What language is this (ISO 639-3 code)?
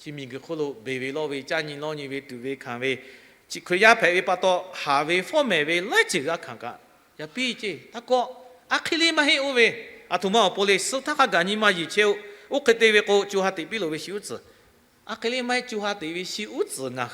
lhu